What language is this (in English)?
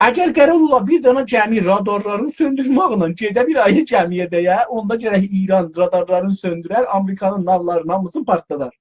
South Azerbaijani